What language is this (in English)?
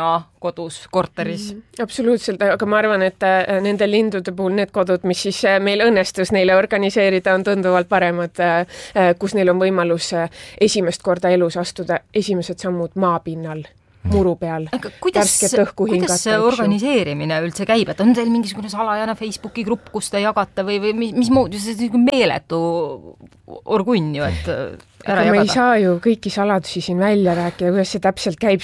Estonian